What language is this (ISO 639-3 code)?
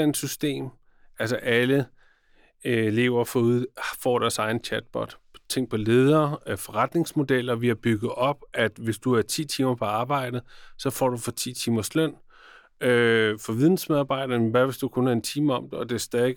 dan